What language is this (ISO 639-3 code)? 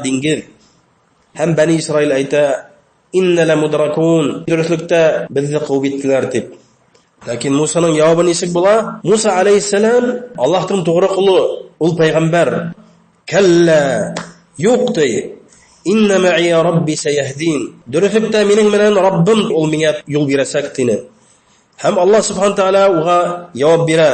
bak